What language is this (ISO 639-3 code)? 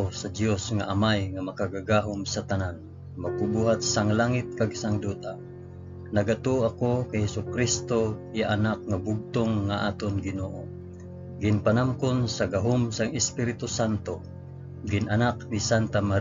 hil